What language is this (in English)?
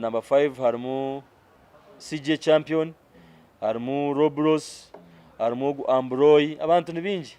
Nyankole